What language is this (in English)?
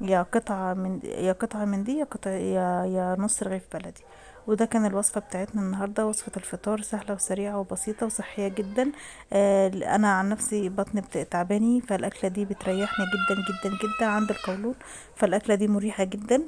Egyptian Arabic